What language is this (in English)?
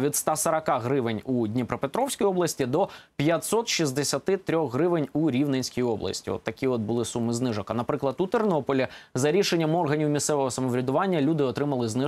Ukrainian